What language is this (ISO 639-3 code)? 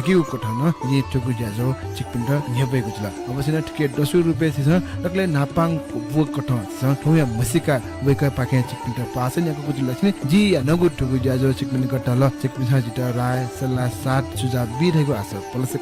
new